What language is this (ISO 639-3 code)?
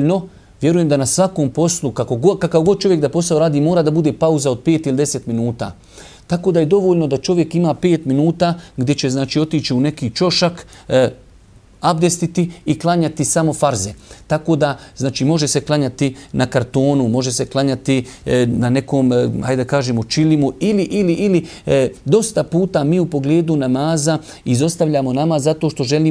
bos